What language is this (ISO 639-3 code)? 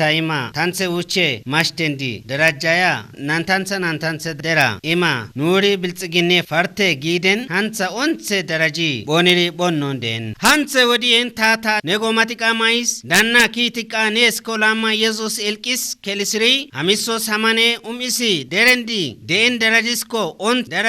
kbr